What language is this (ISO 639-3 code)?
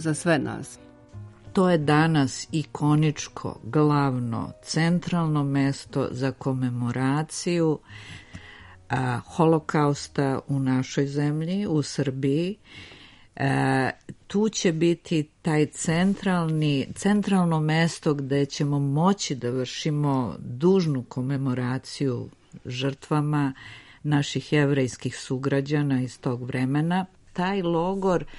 srp